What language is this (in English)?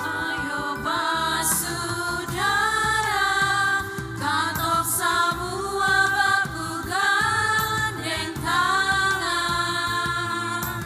Ambonese Malay